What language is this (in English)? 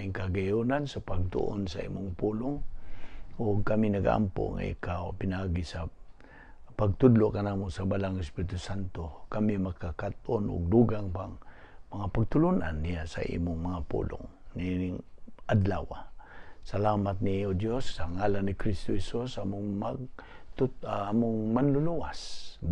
Cebuano